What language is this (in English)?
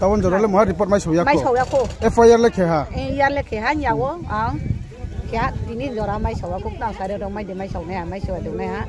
Riang (India)